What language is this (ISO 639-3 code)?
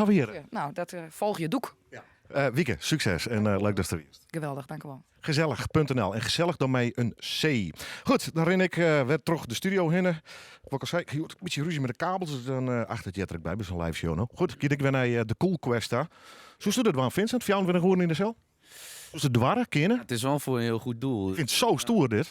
fry